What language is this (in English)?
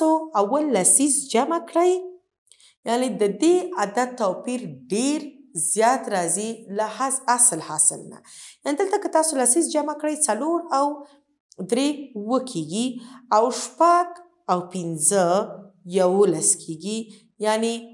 Pashto